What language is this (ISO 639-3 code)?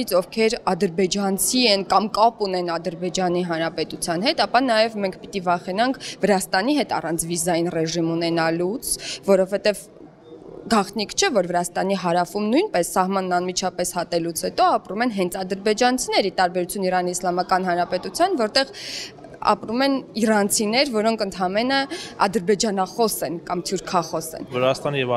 hye